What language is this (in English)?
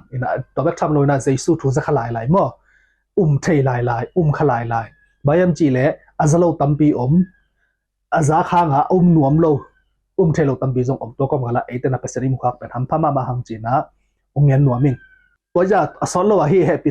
Tedim Chin